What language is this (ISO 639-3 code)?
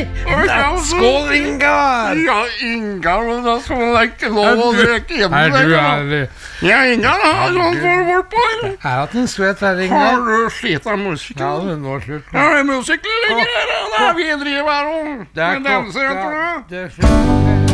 nor